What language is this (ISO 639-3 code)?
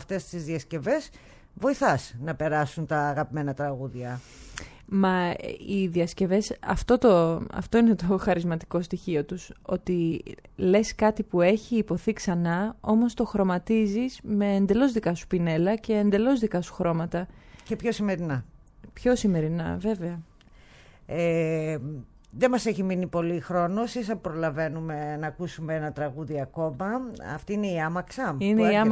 ell